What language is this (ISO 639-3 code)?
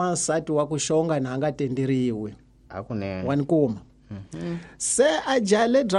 tso